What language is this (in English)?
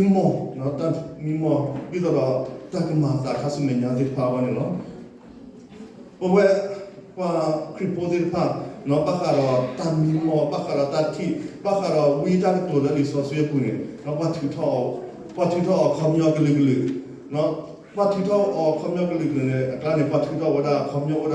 S'gaw Karen